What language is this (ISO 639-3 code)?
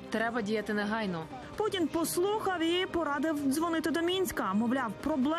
ukr